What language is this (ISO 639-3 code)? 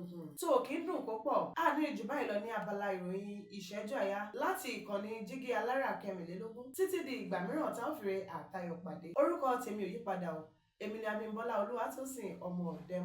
yor